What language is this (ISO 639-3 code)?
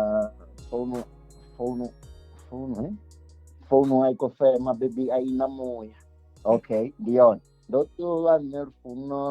ven